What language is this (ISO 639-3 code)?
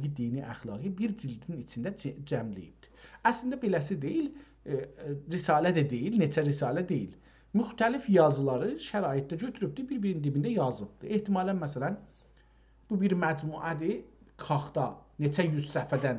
azb